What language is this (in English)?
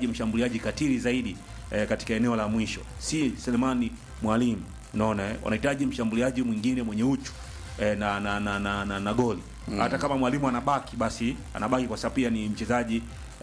Swahili